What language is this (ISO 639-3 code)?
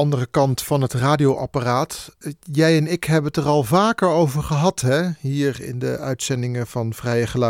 nld